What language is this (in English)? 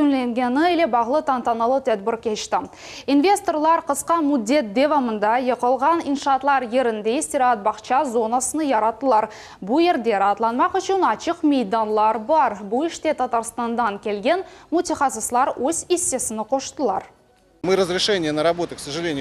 Crimean Tatar